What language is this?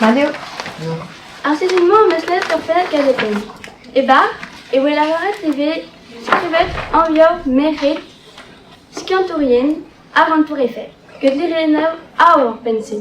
Breton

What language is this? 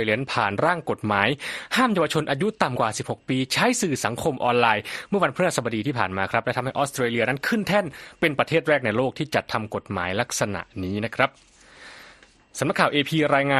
Thai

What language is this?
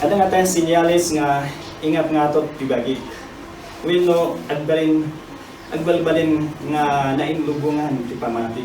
Iloko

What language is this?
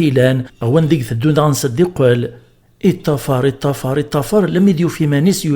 Kabyle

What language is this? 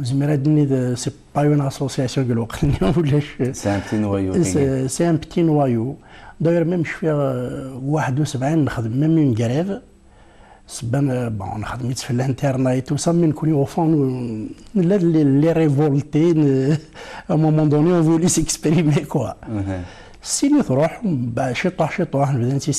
Kabyle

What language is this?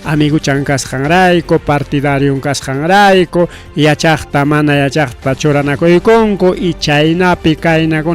Ayacucho Quechua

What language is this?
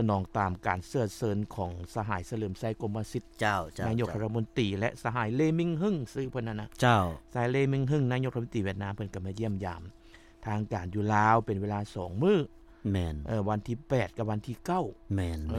Lao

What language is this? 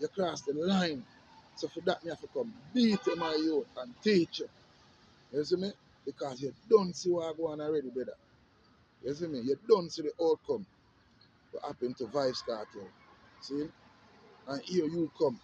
Jamaican Creole English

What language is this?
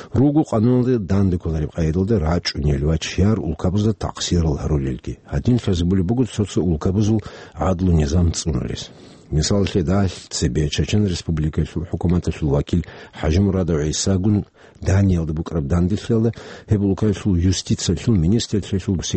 Avaric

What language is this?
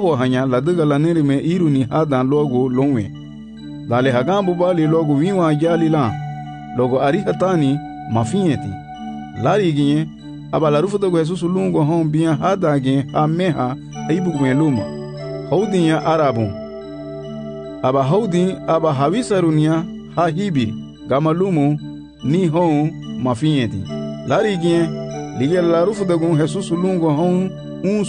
Garifuna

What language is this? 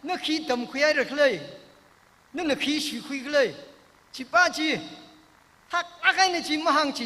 Tangkhul Naga (India)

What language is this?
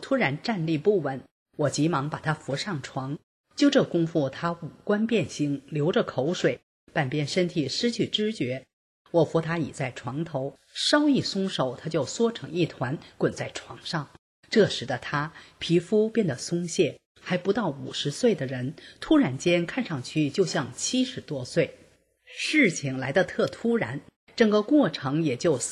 Chinese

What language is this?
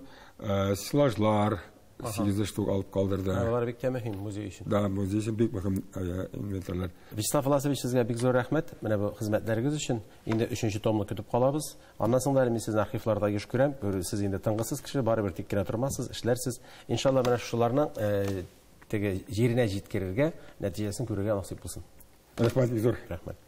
Tatar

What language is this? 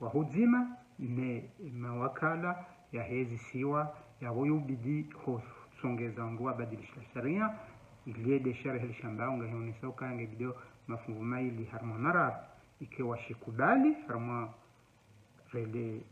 Ngazidja Comorian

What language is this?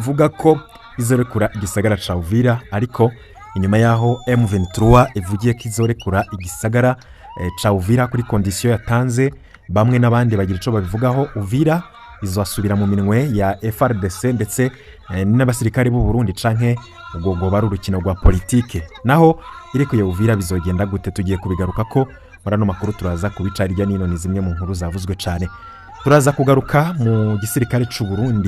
Rundi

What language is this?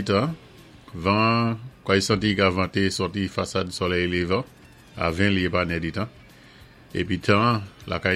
Saint Lucian Creole French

